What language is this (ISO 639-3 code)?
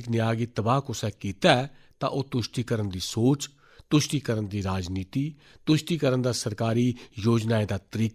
doi